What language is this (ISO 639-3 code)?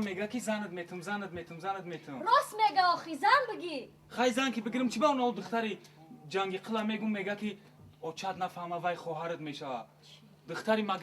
tgk